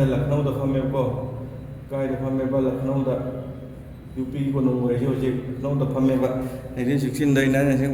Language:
Manipuri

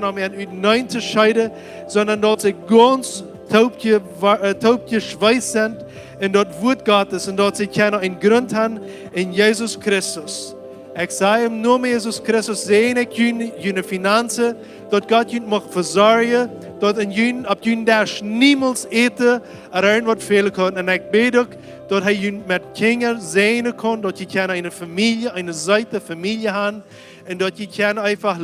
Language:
Plautdietsch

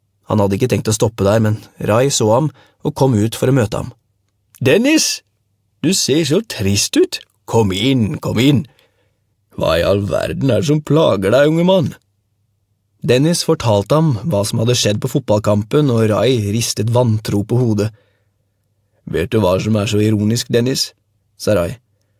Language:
Norwegian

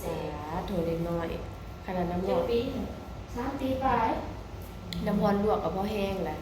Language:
Northeastern Thai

